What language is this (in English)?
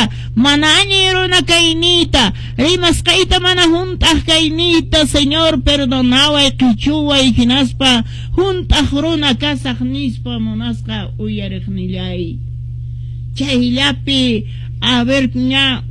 Quechua